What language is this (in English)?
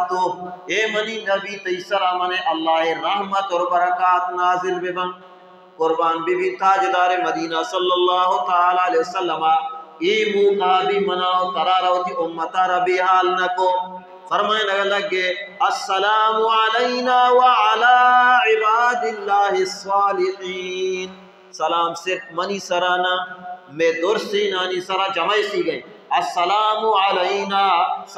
Baluchi